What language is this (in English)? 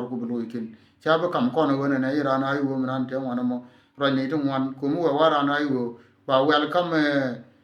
Nuer